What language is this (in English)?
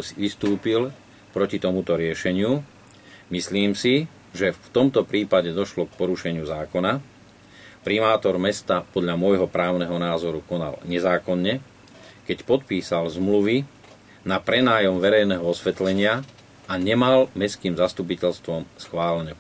Slovak